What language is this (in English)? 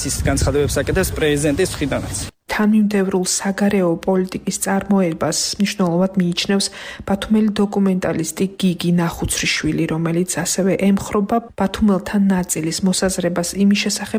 Georgian